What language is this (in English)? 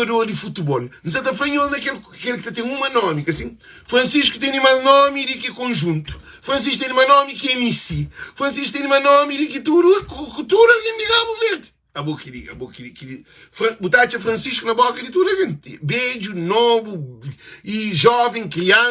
Kabuverdianu